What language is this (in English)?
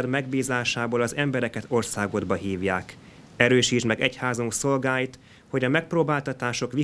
Hungarian